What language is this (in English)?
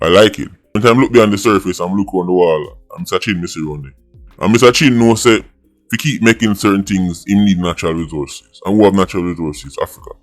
Jamaican Creole English